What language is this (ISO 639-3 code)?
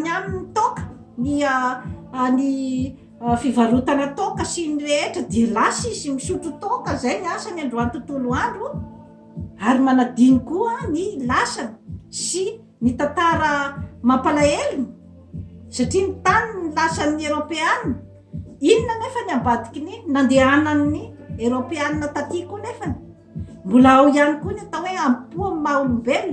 mlg